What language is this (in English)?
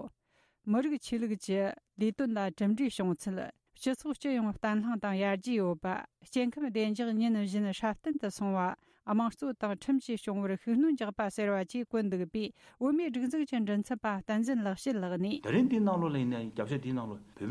Tibetan